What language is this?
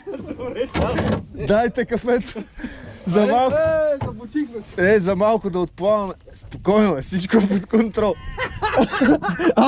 Bulgarian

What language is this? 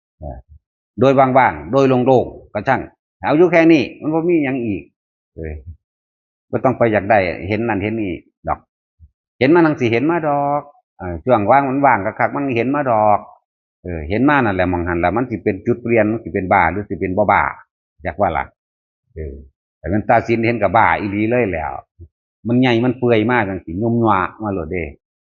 Northeastern Thai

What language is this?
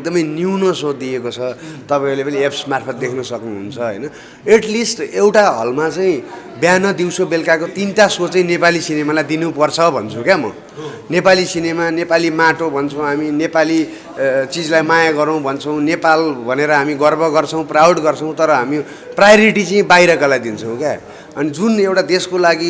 Nepali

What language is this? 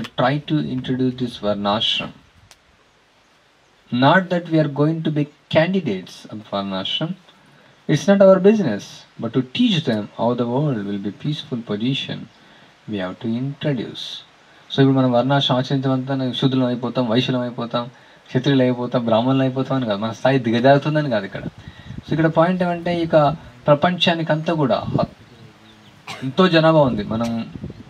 Telugu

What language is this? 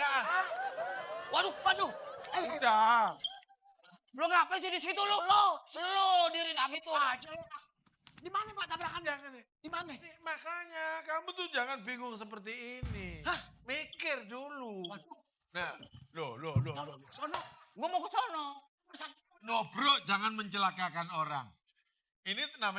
Betawi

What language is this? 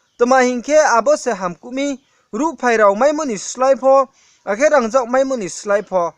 Riang (India)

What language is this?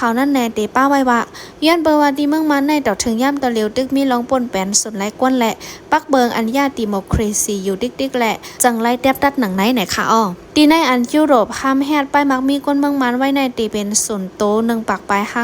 Shan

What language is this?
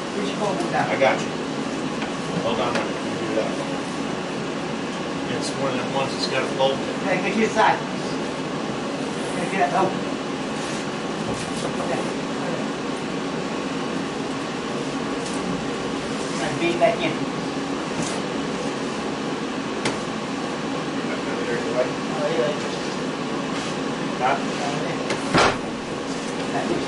English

